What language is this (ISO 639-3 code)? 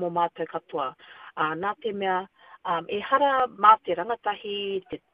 mri